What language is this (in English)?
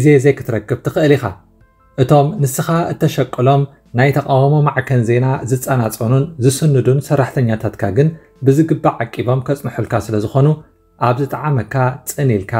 Tigrinya